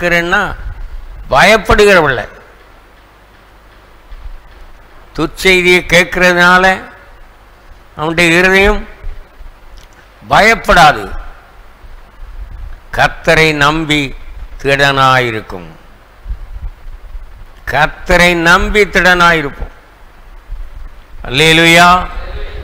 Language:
Tamil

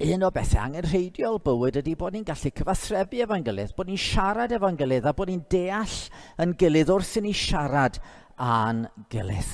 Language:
Welsh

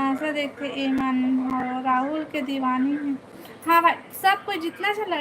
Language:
Chhattisgarhi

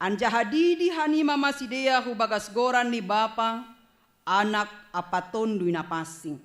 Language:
Batak Simalungun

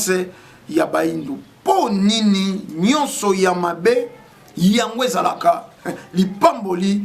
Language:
Lingala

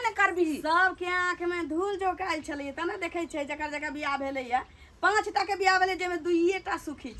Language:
Maithili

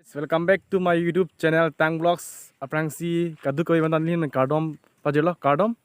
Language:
Karbi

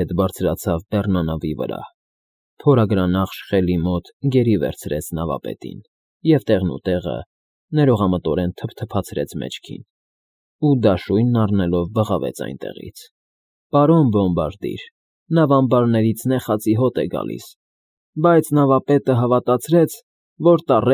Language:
Armenian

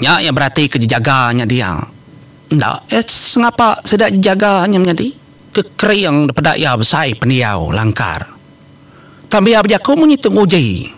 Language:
Iban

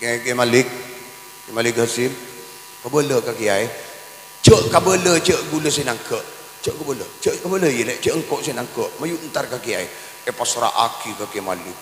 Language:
Madurese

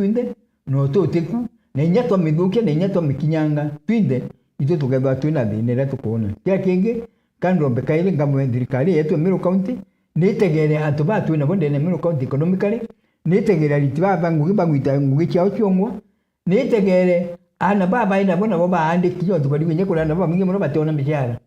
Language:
Meru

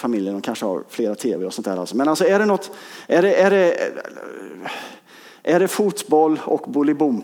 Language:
Swedish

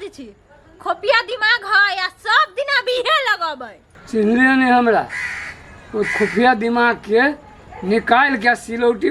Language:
Maithili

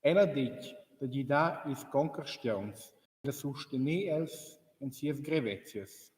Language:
Romansh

